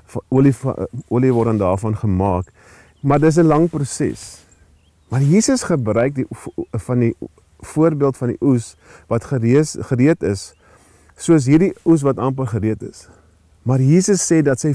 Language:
Afrikaans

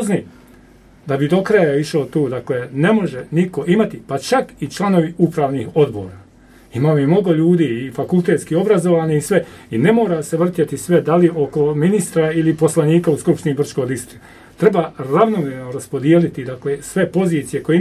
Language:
Croatian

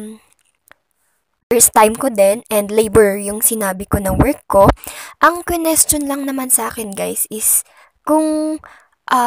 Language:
Filipino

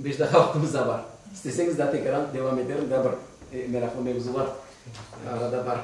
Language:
Crimean Tatar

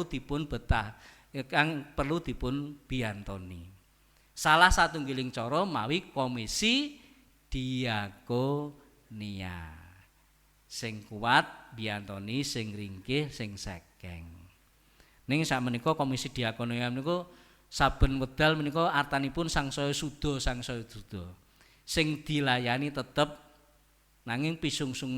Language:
Javanese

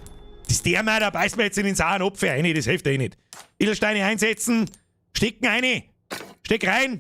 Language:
Bavarian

